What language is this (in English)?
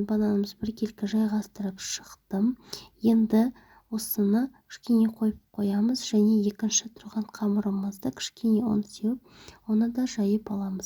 Kazakh